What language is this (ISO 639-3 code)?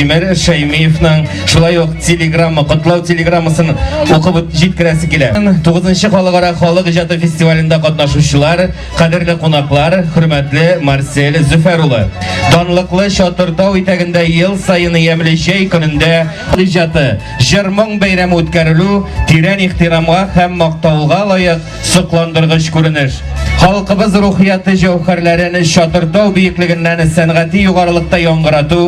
tat